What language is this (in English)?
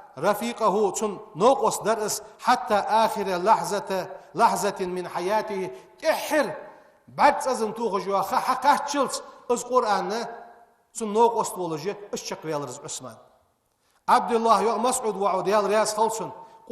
Ingush